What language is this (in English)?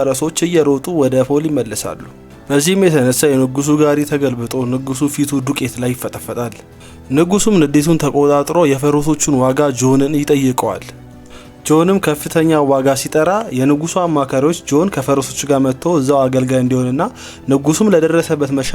Amharic